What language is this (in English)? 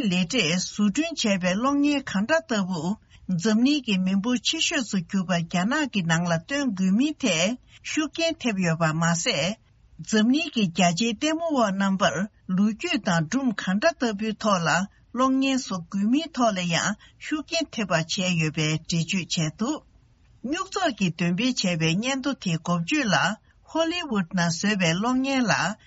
Tibetan